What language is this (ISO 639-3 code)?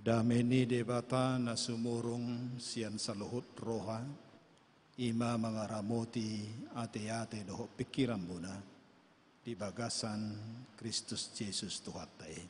bbc